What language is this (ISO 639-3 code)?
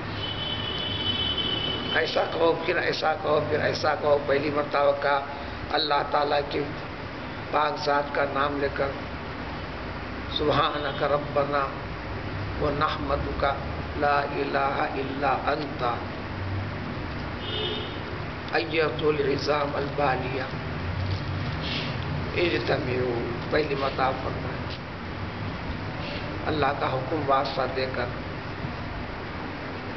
urd